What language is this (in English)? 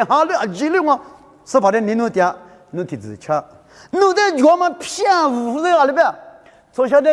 Lisu